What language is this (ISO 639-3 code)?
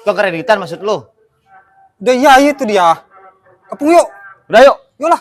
bew